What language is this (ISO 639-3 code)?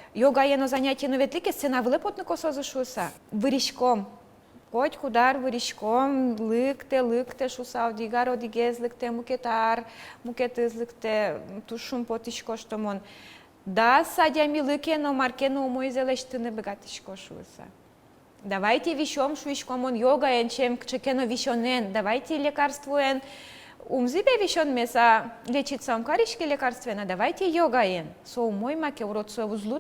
udm